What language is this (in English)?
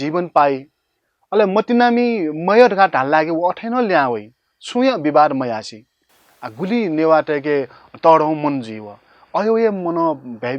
Newari